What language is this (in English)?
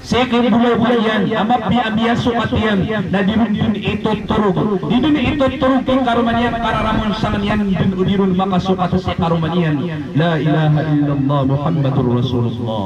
Maranao